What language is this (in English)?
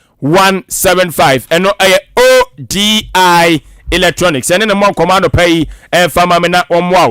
Akan